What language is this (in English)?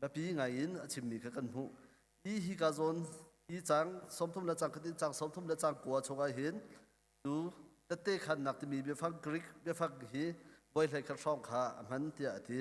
Hakha Chin